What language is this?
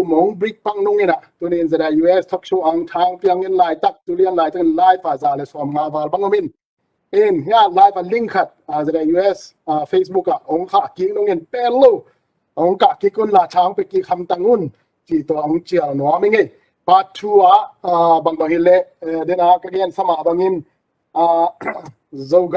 Tedim Chin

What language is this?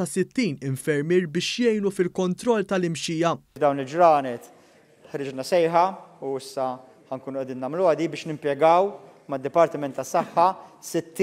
Maltese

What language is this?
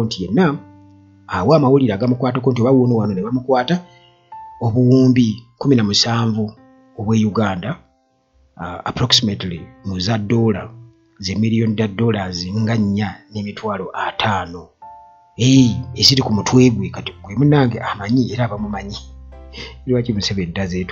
Ganda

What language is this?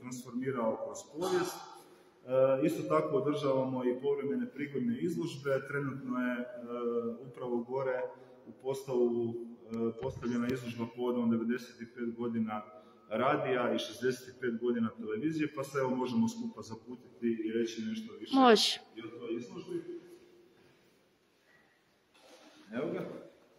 Croatian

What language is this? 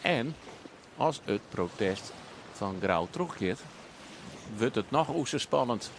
Western Frisian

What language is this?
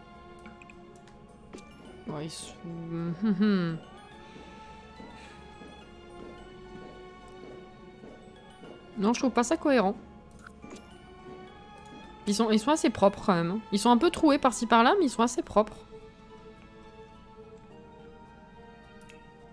French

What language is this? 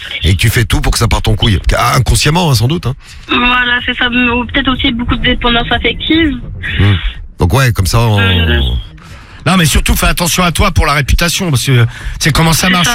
French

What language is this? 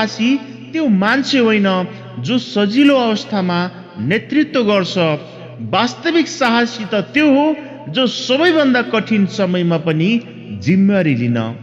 Nepali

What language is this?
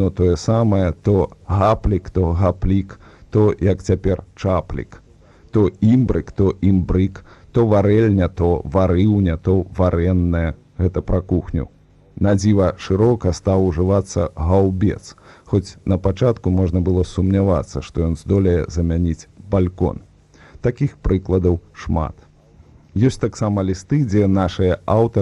Belarusian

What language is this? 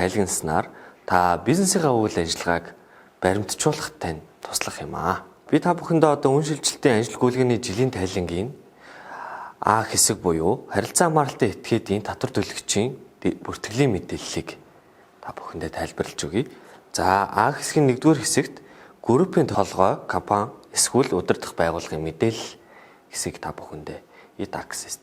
Mongolian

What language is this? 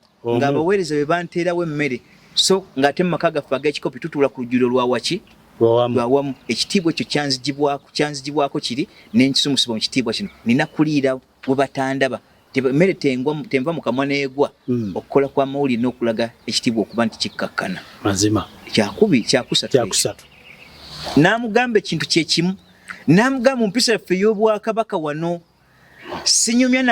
Ganda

